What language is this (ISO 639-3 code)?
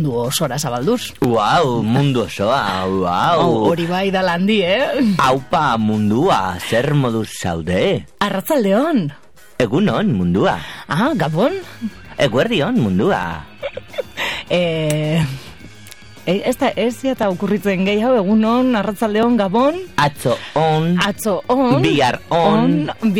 eus